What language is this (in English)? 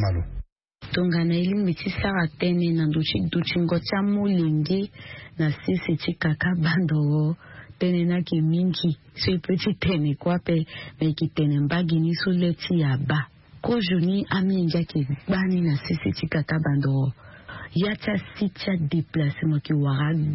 Sango